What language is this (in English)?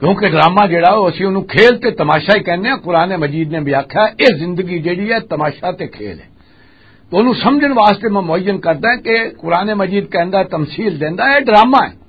Western Panjabi